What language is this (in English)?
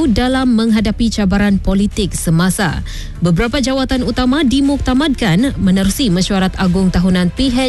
Malay